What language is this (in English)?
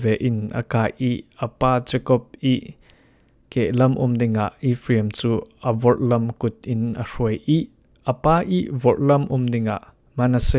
Falam Chin